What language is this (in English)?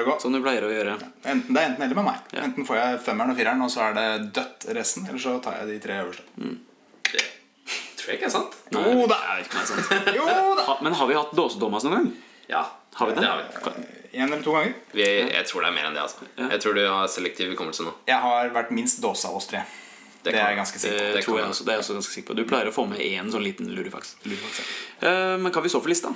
Norwegian